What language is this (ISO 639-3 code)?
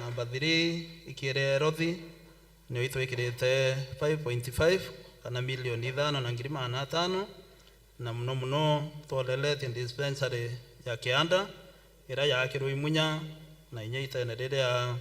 mer